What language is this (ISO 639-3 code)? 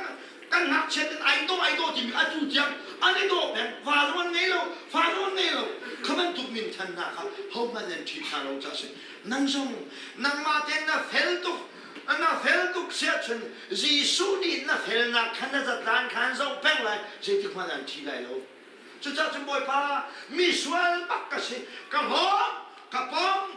cnh